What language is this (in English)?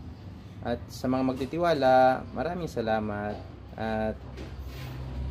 Filipino